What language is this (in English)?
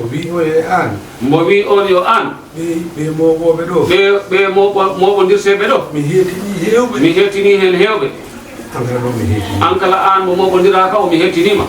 Fula